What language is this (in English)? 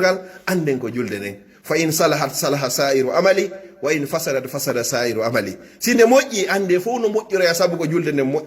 Fula